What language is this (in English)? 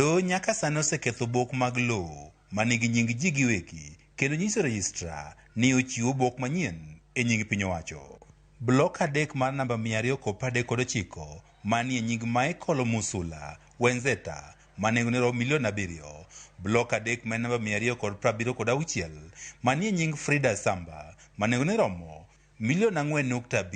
Luo (Kenya and Tanzania)